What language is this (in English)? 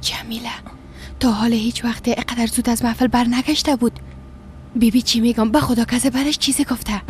Persian